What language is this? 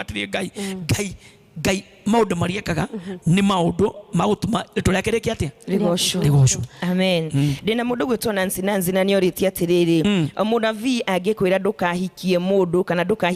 Kikuyu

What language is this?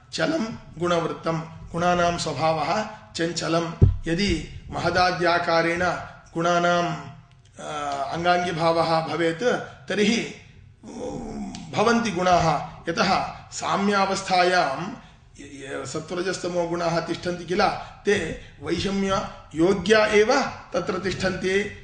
Sanskrit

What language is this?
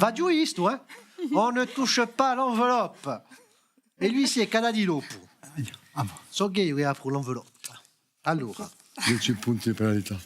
Corsican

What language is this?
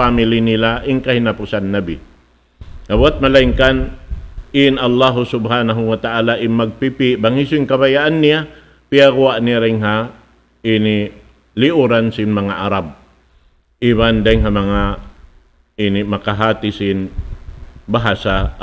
Tausug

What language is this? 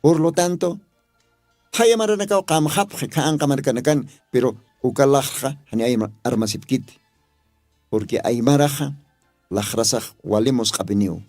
Aymara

